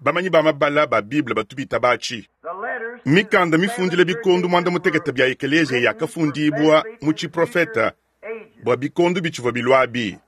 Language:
Luba-Lulua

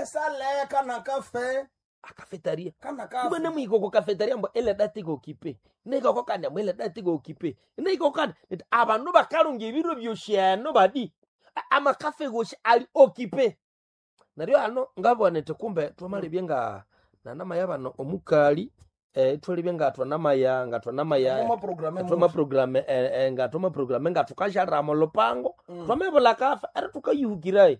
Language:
Nande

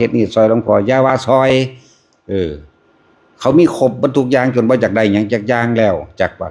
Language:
Lao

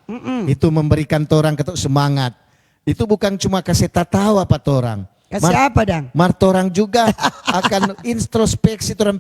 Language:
Manado Malay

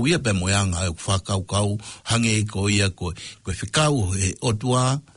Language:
Tongan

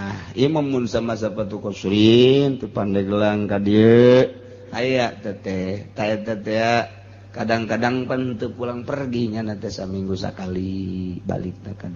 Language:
Sundanese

